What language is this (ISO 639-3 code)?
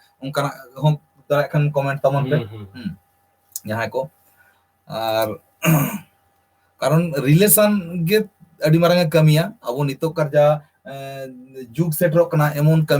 sat